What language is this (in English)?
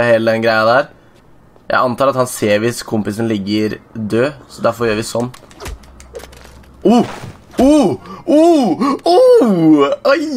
Norwegian